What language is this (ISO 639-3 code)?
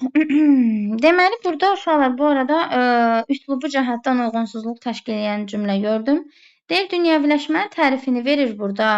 aze